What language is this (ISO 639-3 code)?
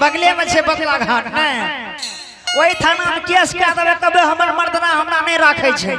anp